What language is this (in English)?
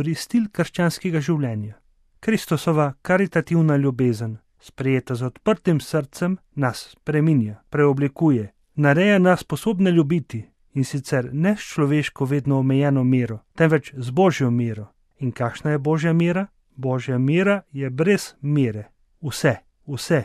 Slovenian